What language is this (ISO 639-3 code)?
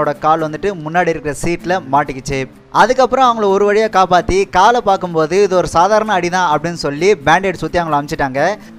tam